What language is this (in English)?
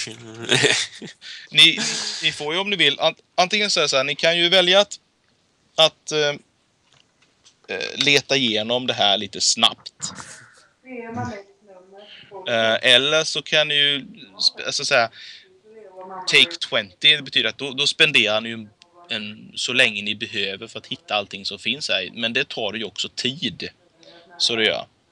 Swedish